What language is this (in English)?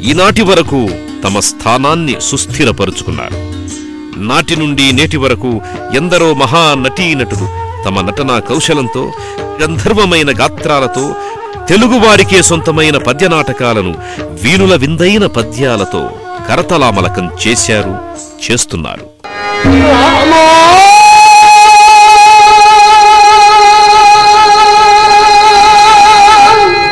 Telugu